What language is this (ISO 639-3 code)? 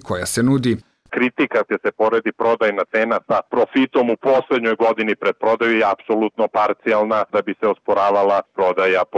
srp